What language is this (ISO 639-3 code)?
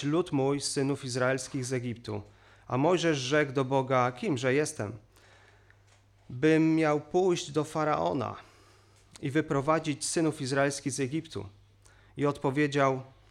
pol